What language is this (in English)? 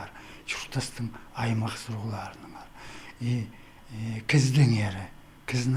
Khakas